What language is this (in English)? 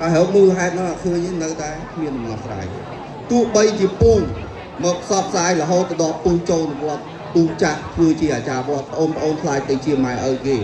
Khmer